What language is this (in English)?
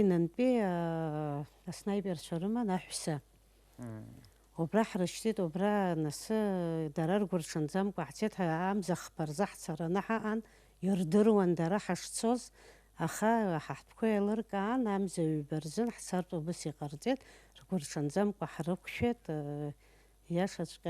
Abkhazian